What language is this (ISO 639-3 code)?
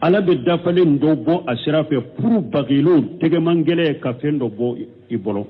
bam